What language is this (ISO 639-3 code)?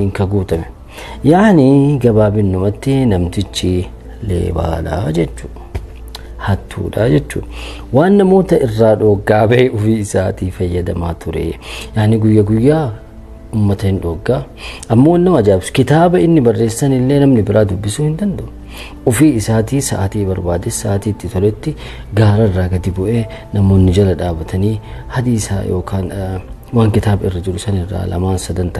orm